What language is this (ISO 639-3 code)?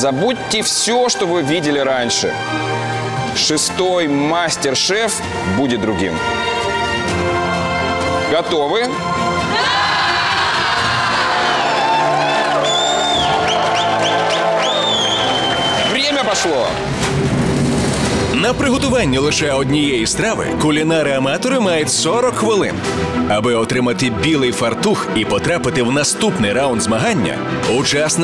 ukr